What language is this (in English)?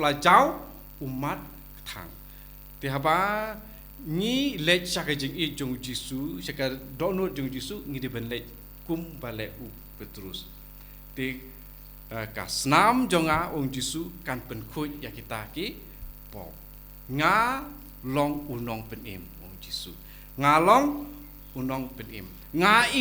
Khasi